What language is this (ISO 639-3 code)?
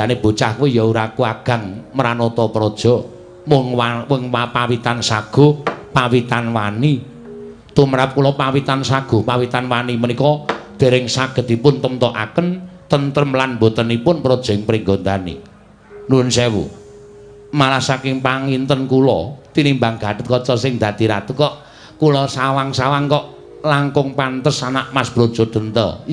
jav